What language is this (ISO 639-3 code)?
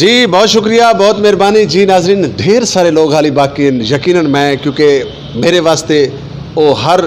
skr